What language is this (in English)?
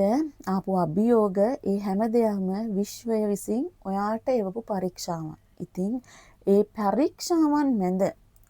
Sinhala